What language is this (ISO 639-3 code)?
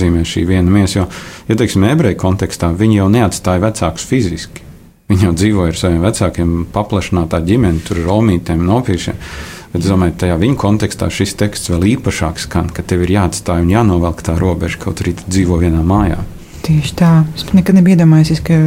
lav